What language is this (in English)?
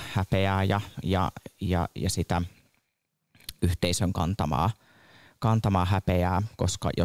Finnish